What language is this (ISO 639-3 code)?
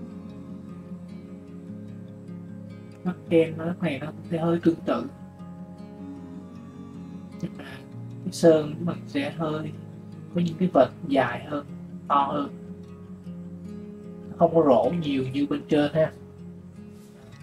vie